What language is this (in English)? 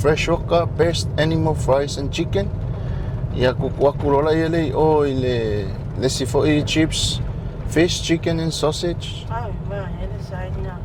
Samoan